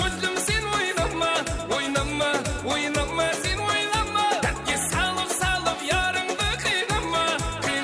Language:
Kara-Kalpak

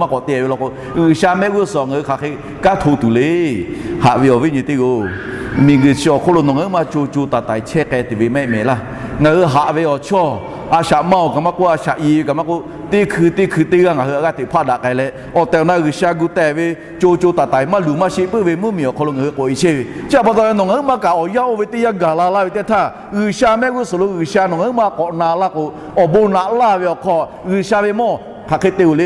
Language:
Lahu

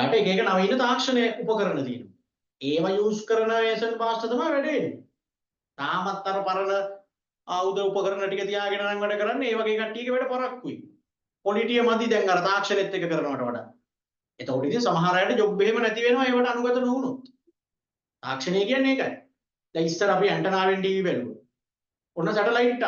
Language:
Sinhala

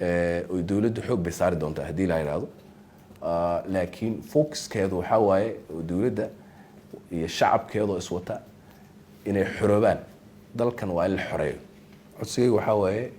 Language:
Somali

